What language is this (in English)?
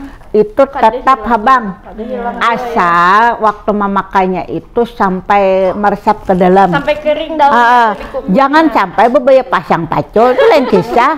Banjar